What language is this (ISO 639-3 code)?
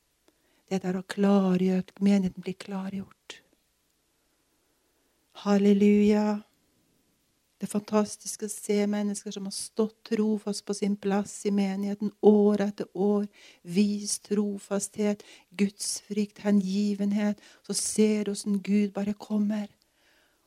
nor